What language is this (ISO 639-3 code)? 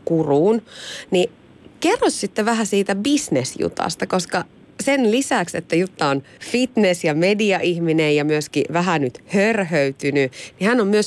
fin